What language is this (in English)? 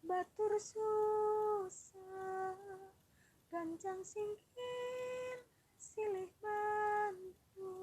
Sundanese